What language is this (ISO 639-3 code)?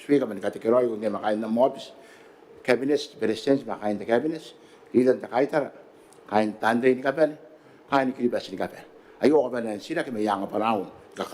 gil